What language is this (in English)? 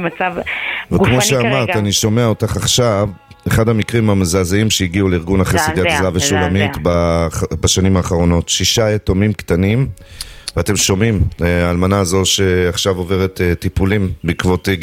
Hebrew